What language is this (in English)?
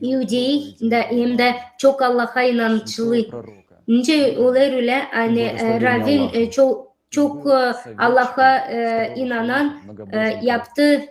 Gagauz